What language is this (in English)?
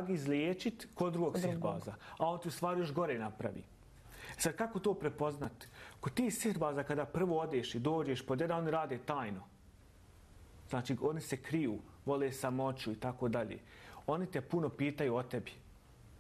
Bosnian